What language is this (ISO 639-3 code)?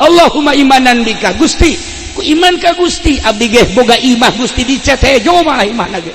sun